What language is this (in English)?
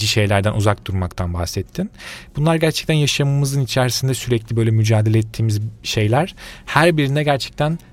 Turkish